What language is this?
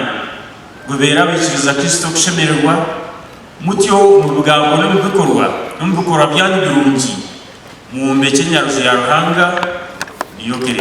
Nyankole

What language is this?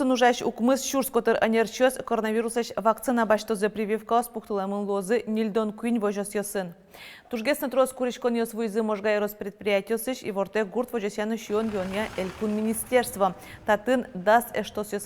Udmurt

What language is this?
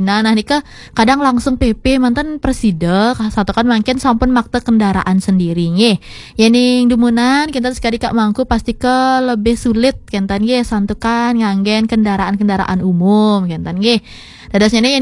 Balinese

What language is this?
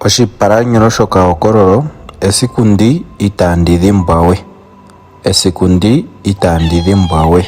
Ndonga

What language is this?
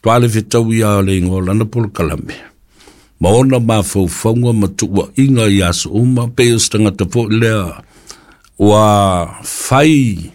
Samoan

